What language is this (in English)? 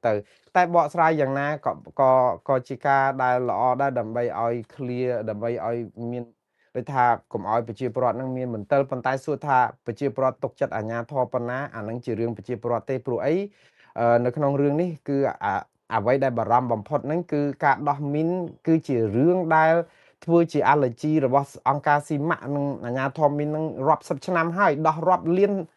Khmer